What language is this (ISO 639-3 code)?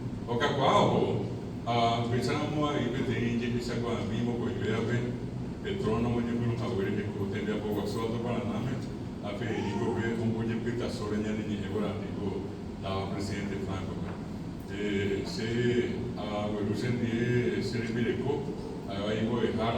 grn